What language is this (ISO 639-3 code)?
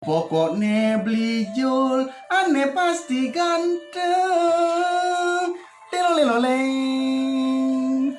ban